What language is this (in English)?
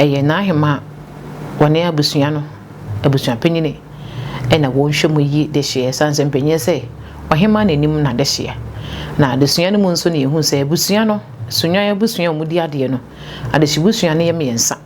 Akan